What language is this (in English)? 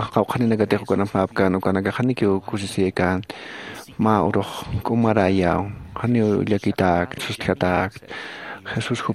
Aymara